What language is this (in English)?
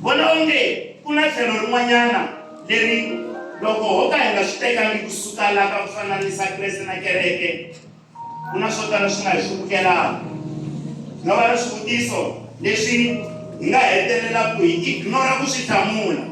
Tsonga